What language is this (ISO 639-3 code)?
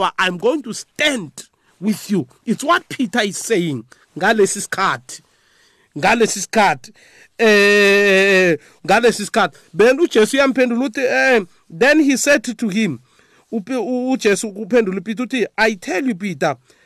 nbl